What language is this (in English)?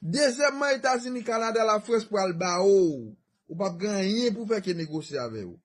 Haitian Creole